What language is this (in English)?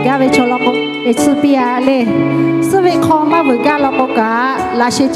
Lahu